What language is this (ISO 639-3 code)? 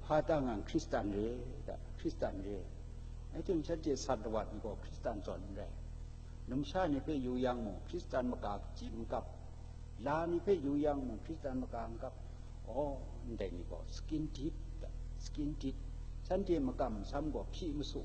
kac